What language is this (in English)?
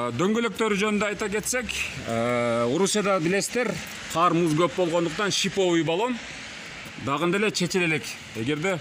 Kyrgyz